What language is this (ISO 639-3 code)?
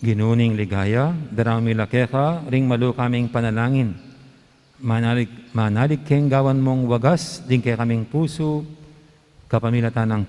pam